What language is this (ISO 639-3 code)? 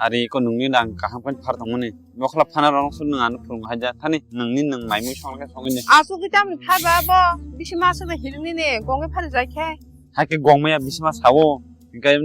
trp